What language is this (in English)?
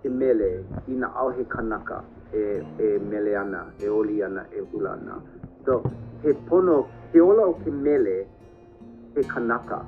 Hawaiian